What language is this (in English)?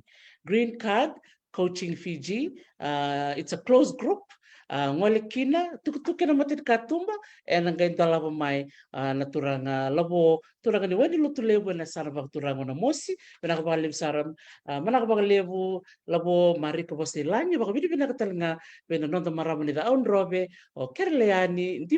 Fijian